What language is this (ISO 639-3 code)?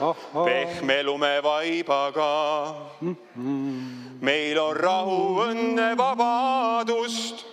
est